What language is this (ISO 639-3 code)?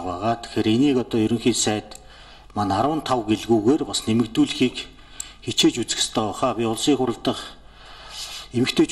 mon